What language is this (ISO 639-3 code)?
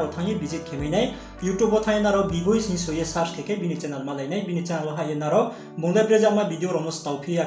ria